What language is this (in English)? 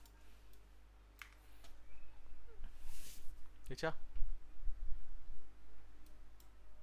Vietnamese